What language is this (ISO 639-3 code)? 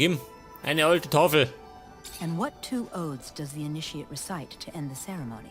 bar